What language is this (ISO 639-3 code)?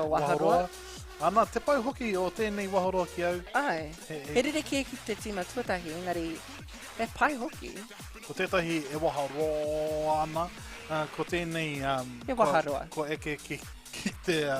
mri